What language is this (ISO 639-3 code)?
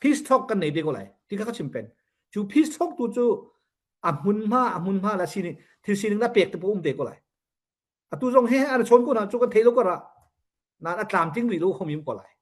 cnh